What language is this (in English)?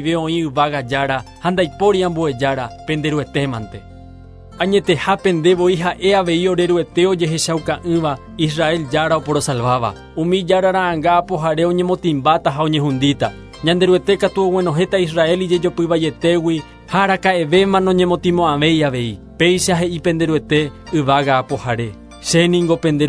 Guarani